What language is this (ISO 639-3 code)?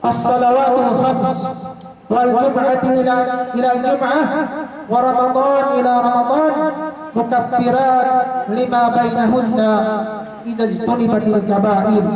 yka